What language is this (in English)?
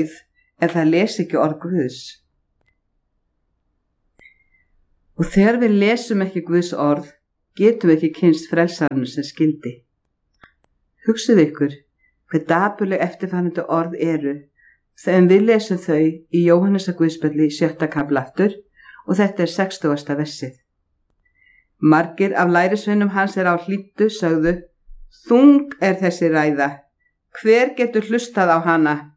Icelandic